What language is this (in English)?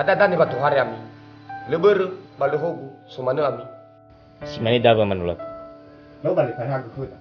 Nias